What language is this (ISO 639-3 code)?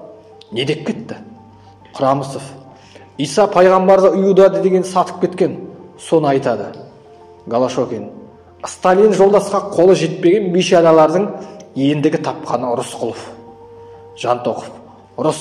kaz